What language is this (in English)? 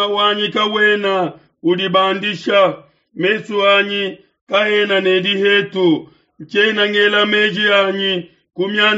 Luba-Lulua